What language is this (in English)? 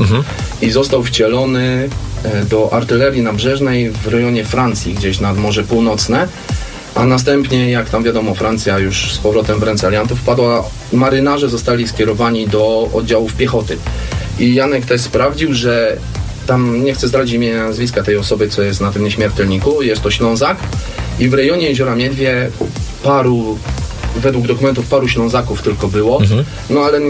Polish